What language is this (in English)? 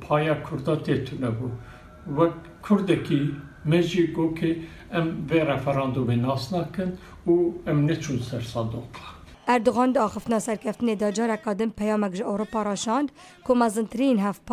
Kurdish